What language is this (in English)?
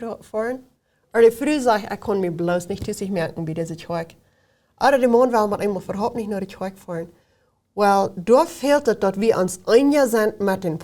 Plautdietsch